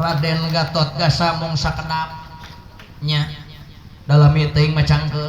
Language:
Sundanese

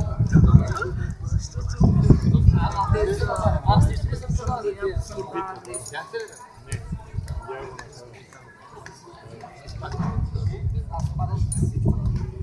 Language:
Bulgarian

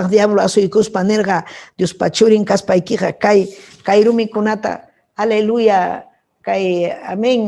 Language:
Ayacucho Quechua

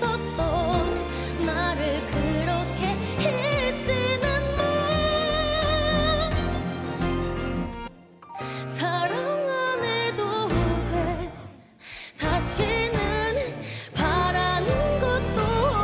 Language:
Korean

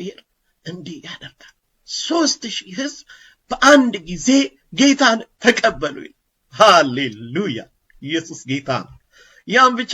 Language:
Amharic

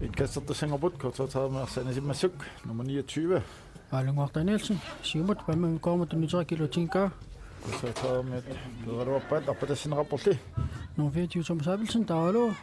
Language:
Kalaallisut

